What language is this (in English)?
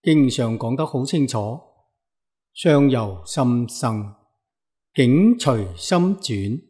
Cantonese